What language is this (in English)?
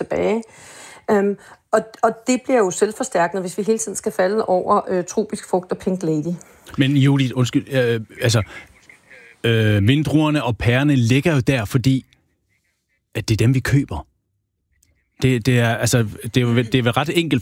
Danish